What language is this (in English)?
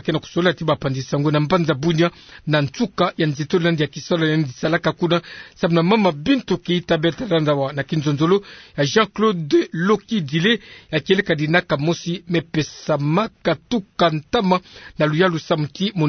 Kituba (Democratic Republic of Congo)